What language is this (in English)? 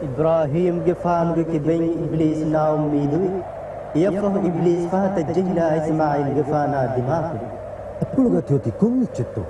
Divehi